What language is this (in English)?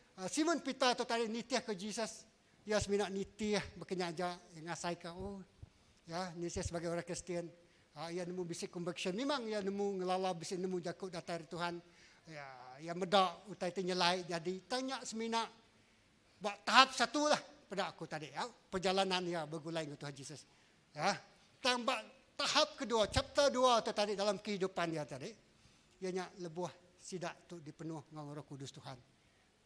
Iban